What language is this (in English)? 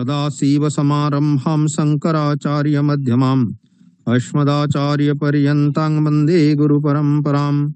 Sanskrit